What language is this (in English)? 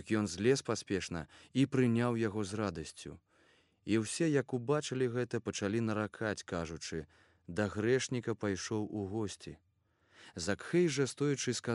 Belarusian